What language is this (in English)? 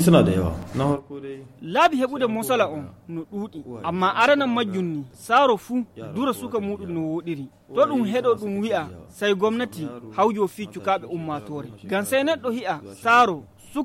Fula